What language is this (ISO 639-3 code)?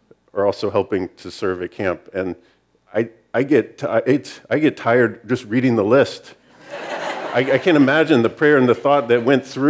eng